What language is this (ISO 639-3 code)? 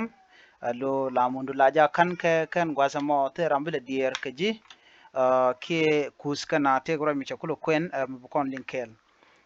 nus